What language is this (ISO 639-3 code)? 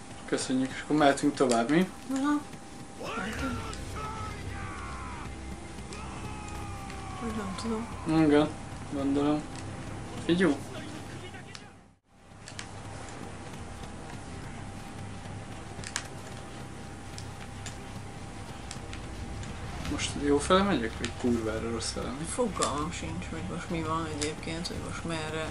hun